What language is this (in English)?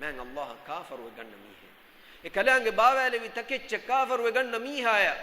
Divehi